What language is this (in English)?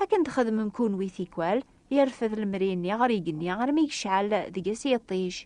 Kabyle